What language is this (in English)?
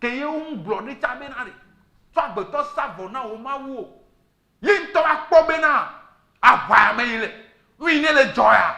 Ewe